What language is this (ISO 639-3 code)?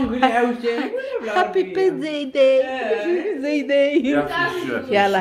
ary